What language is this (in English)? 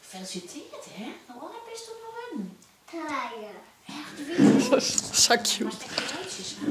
Western Frisian